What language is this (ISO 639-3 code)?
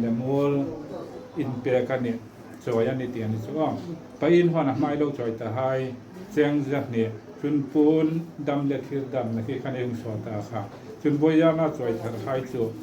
hmr